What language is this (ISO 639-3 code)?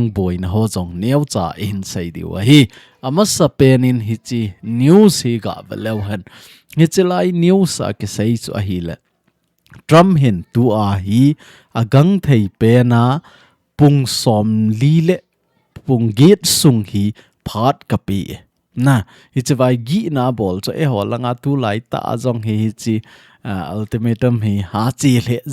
tcz